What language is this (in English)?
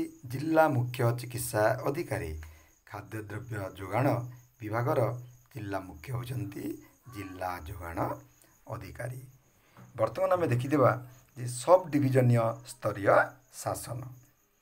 Odia